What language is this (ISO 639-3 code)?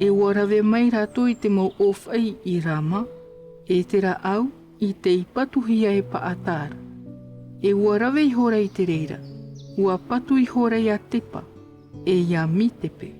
tah